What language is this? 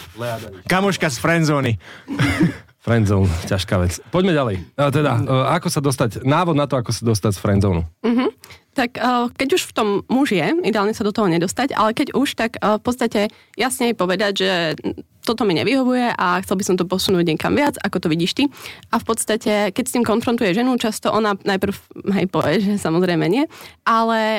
Slovak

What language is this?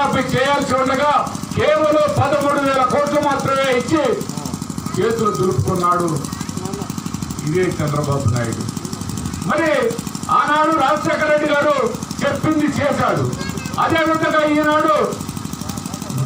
Telugu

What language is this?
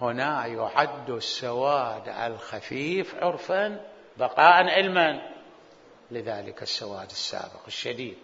Mesopotamian Arabic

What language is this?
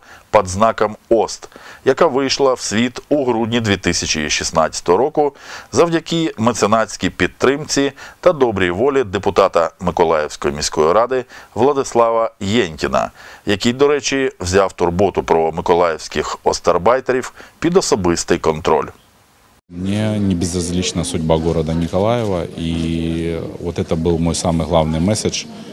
Ukrainian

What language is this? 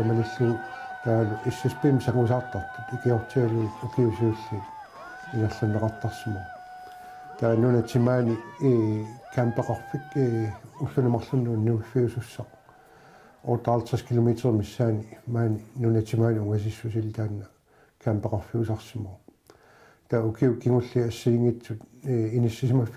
Kalaallisut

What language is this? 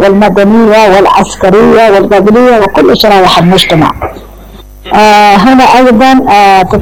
Arabic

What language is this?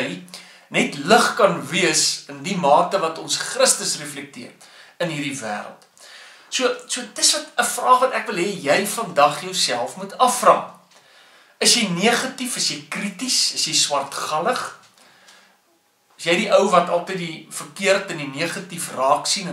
Afrikaans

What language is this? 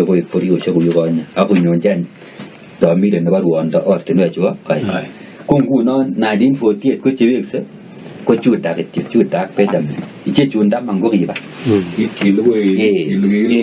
Kalenjin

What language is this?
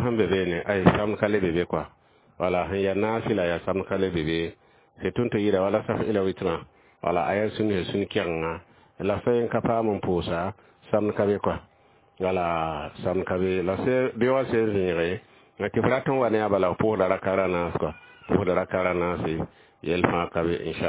Mossi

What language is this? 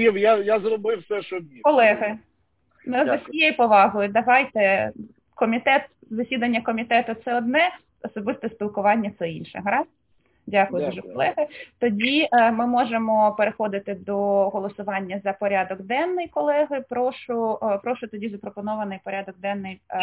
Ukrainian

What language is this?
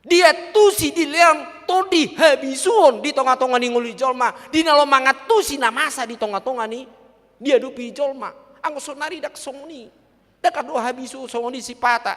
Batak Toba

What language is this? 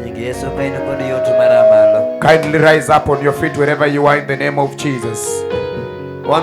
Luo (Kenya and Tanzania)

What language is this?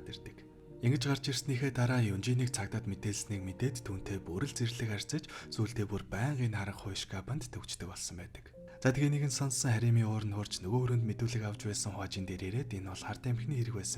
Mongolian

